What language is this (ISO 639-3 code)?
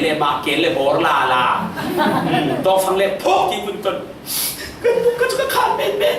cfm